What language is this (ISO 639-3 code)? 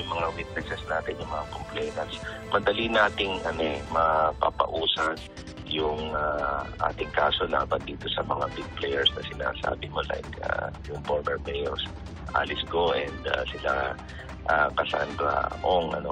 fil